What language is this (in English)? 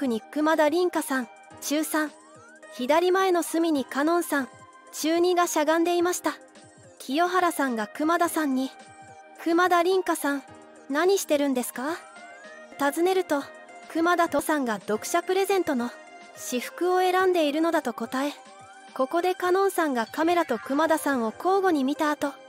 Japanese